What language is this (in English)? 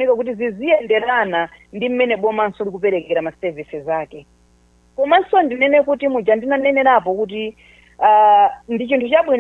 Nyanja